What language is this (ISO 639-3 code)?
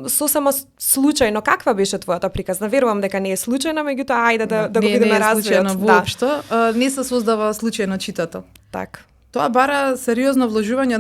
mkd